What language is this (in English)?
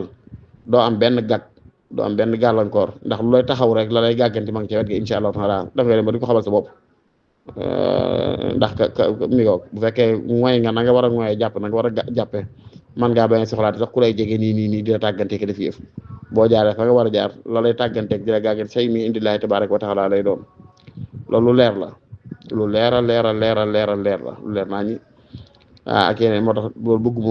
Wolof